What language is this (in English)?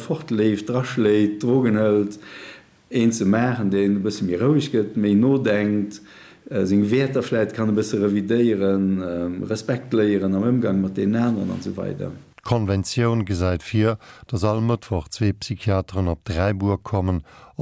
Luxembourgish